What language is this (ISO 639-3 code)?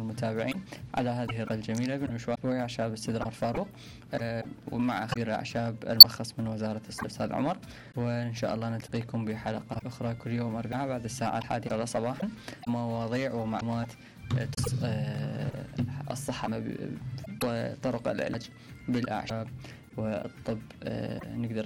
acm